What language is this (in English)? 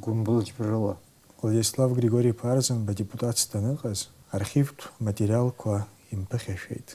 Abkhazian